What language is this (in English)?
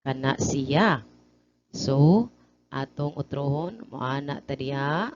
Cebuano